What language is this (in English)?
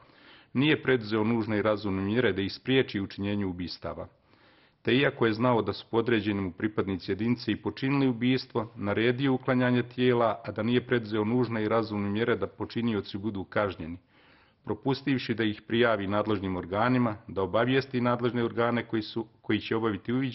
Serbian